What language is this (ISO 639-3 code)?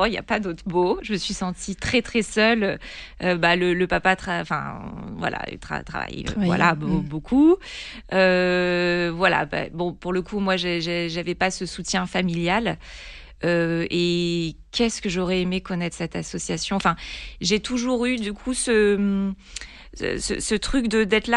fra